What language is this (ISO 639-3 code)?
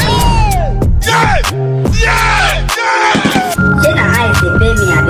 pcm